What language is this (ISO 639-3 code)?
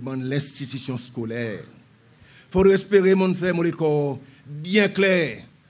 crs